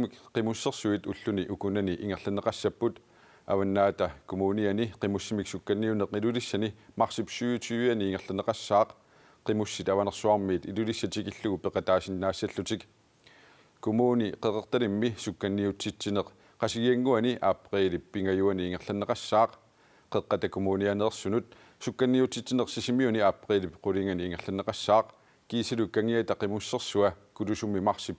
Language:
Kalaallisut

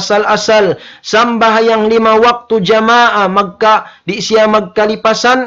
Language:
Tausug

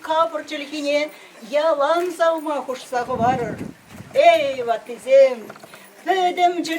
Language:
Chuvash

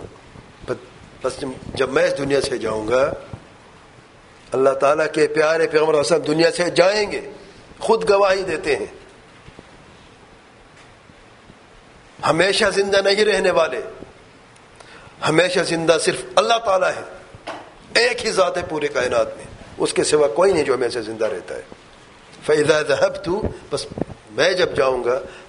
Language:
Urdu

